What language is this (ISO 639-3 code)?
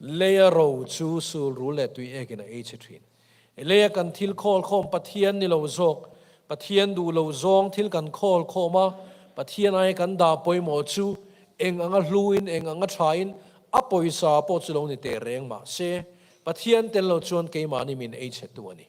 lus